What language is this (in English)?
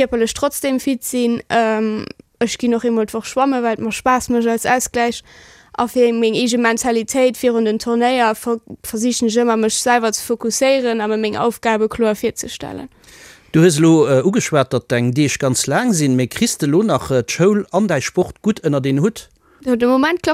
Luxembourgish